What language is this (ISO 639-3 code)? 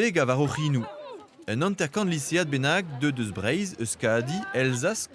bre